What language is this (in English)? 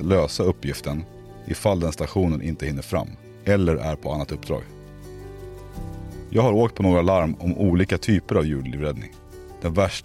Swedish